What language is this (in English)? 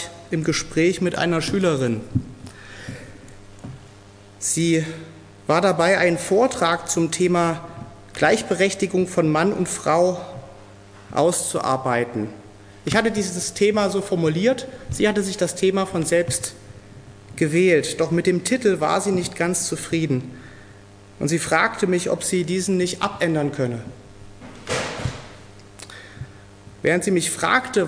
German